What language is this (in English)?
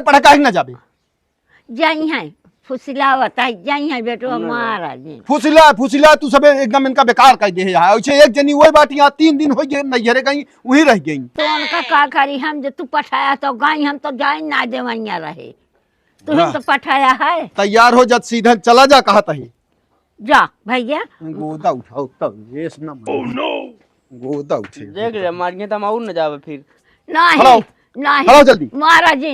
Awadhi